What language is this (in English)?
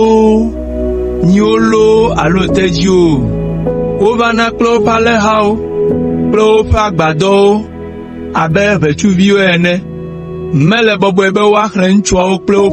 Ewe